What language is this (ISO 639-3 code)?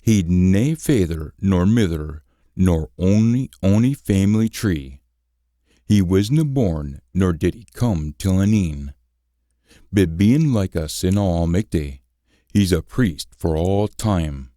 sco